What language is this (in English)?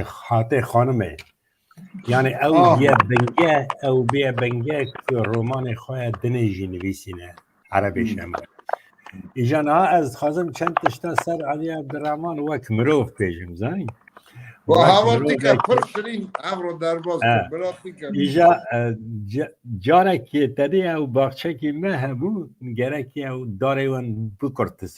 Kurdish